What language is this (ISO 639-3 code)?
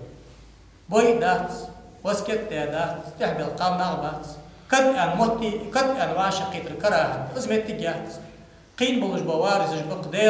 inh